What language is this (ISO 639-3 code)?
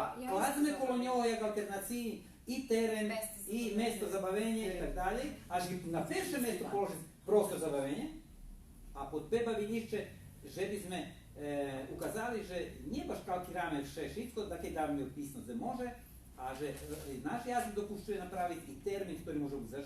rue